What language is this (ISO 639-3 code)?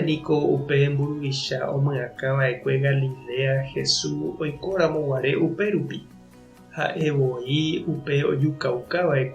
grn